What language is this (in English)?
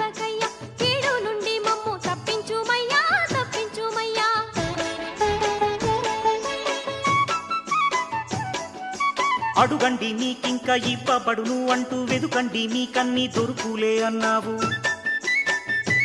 Telugu